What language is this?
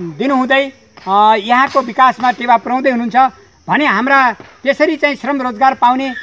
Nepali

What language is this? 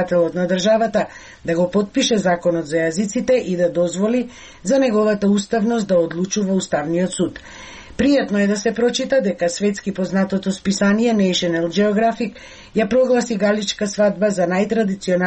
Macedonian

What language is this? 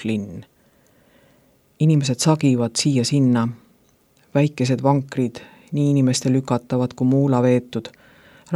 Estonian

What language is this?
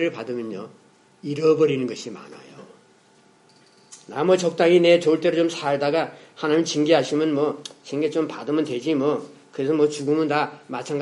Korean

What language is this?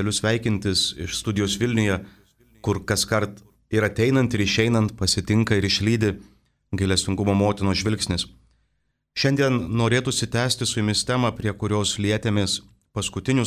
Lithuanian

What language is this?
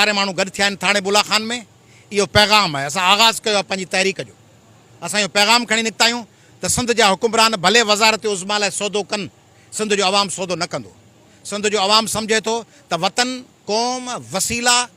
Sindhi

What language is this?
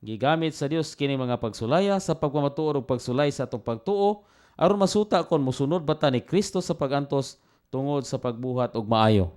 Cebuano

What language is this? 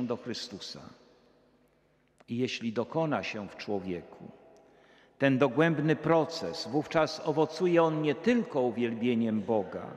Polish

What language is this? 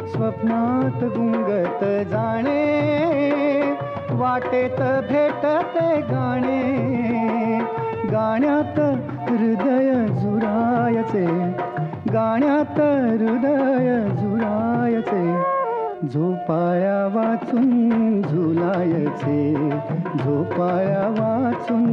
Marathi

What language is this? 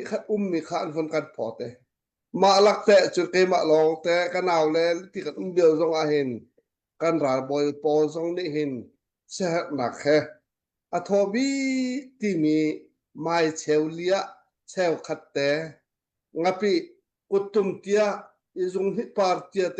Hakha Chin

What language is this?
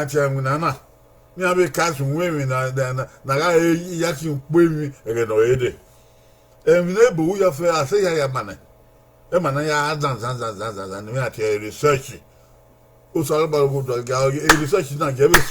Bini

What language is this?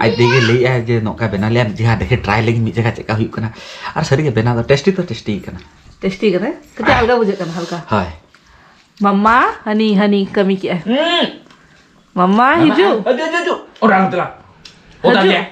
Santali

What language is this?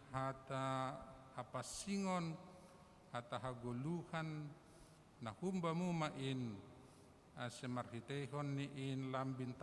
Batak Simalungun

